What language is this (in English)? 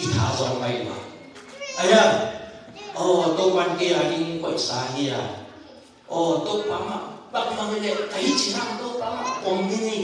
Tedim Chin